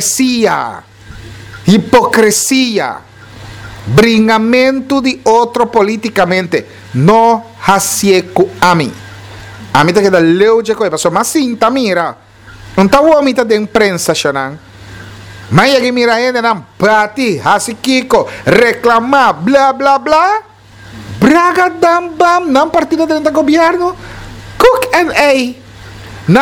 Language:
Papiamento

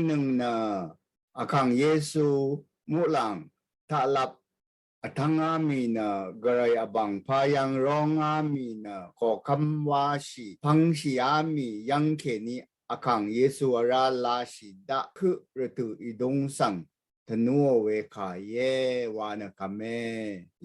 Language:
Rawang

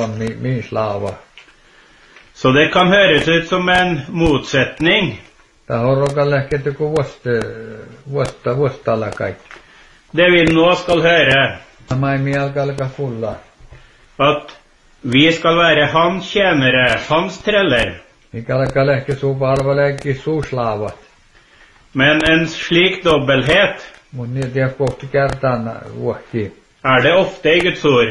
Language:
Norwegian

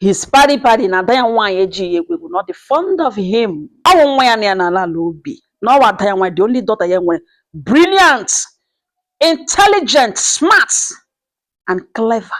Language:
Igbo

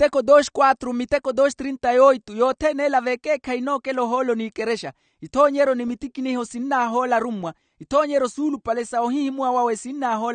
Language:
Makhuwa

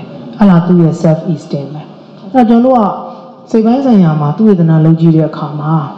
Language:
Burmese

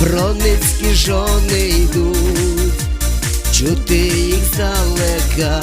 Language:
Rusyn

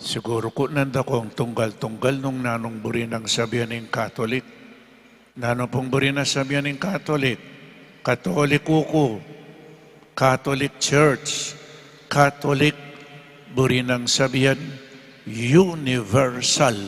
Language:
Pampanga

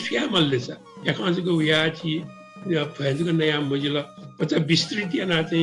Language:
Newari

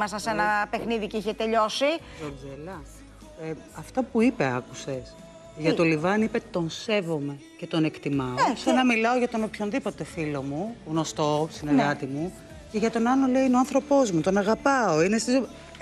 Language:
Greek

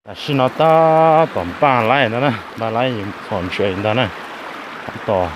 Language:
Hmong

